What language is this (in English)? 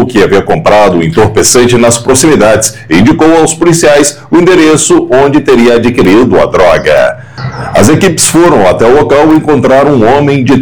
Portuguese